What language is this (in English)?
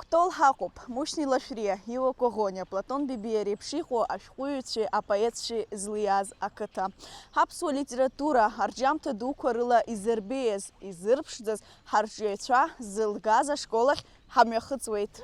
Abkhazian